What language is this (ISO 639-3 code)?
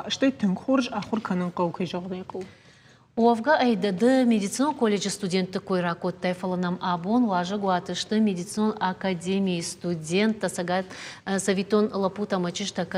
oss